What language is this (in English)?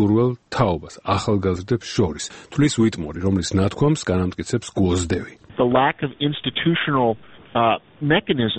Georgian